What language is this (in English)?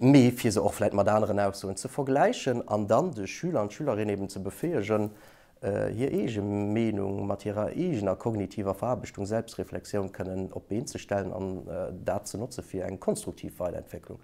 Luxembourgish